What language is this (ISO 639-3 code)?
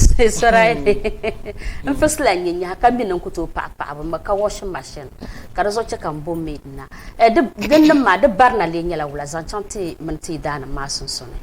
dag